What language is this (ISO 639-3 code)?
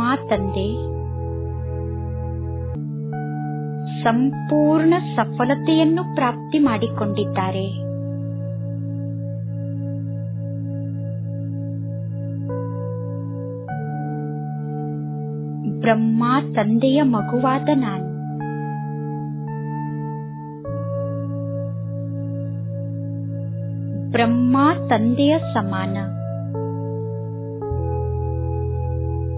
kan